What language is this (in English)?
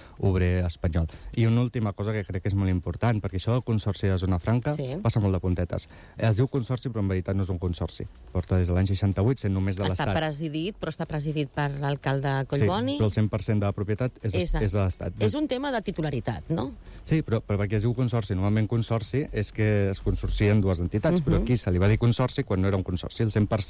Catalan